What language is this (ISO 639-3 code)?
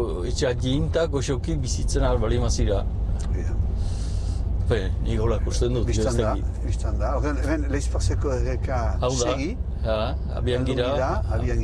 eus